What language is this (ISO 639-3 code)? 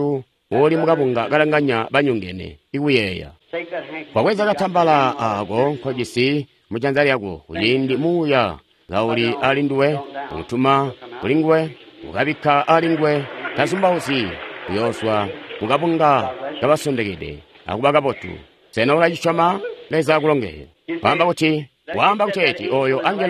toi